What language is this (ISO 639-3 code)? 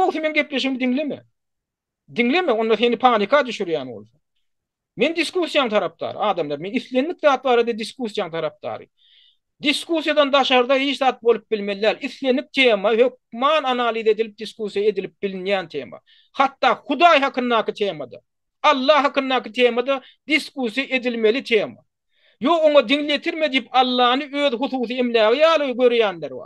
tuk